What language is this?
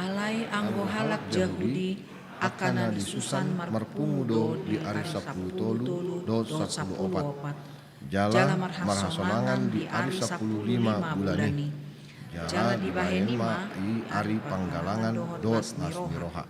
Batak Toba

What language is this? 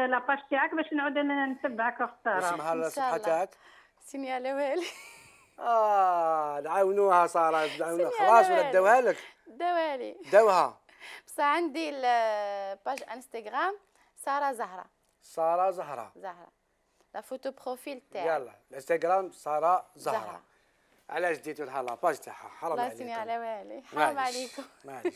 Algerian Arabic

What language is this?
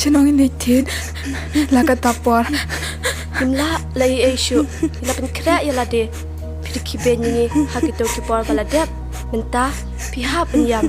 Khasi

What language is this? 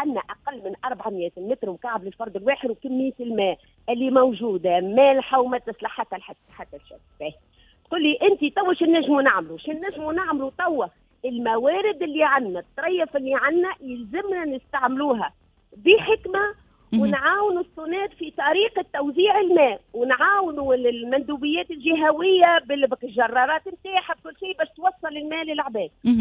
Tunisian Arabic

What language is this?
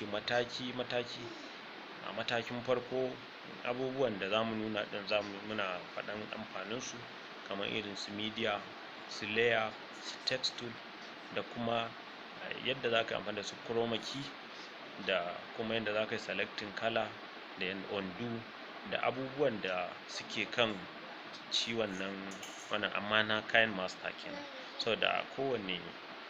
Hausa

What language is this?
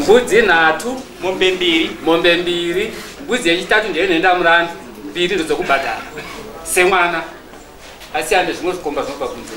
Shona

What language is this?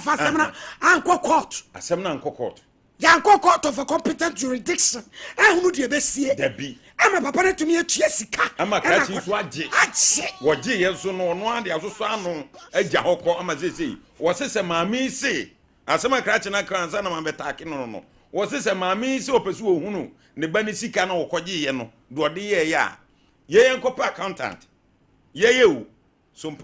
Akan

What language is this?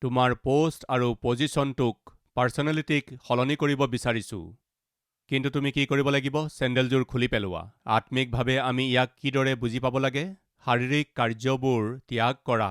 Assamese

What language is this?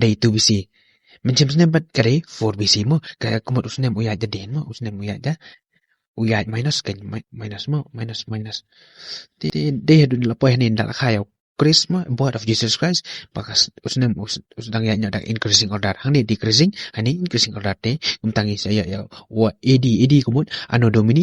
Khasi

